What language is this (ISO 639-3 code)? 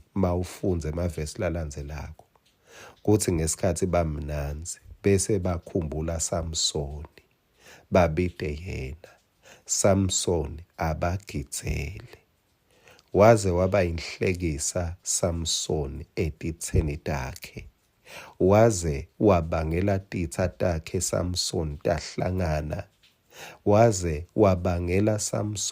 ssw